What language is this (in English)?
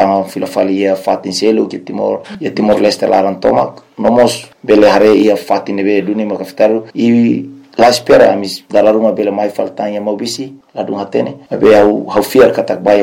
Tetum